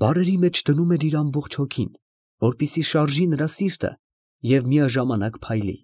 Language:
Armenian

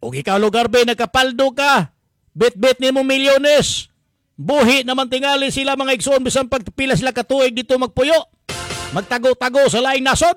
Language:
Cebuano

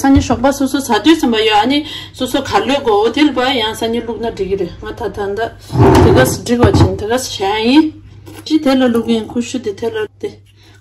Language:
Tibetan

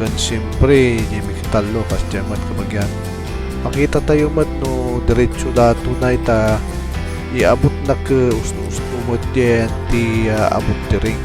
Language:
Iloko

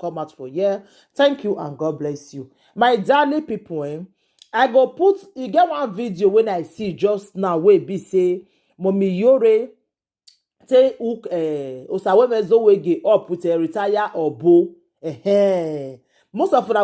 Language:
Nigerian Pidgin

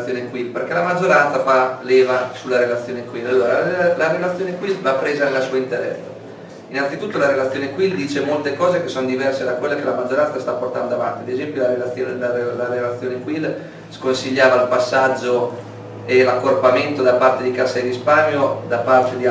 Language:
Italian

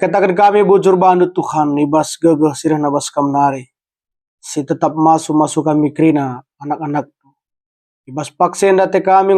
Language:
Batak Karo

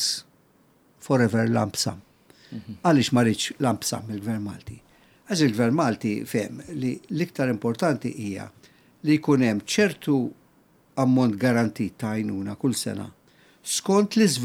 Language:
Maltese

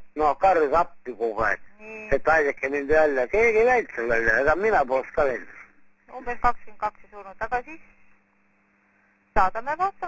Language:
Estonian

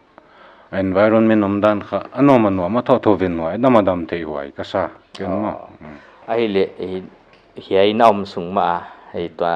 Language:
Paite Chin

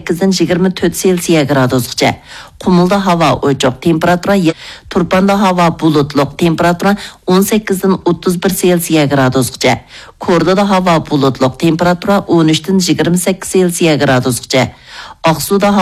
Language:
Uyghur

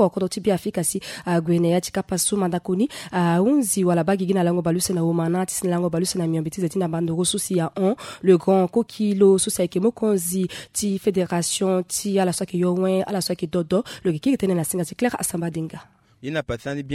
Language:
Sango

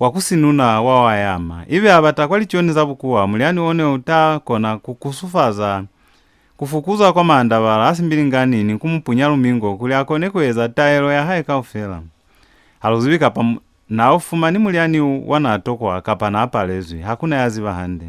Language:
Lozi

